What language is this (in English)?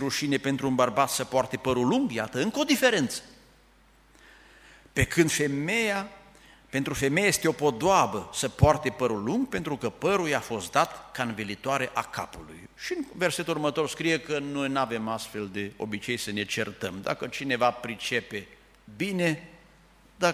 Romanian